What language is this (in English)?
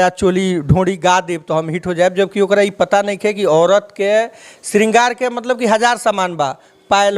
Bhojpuri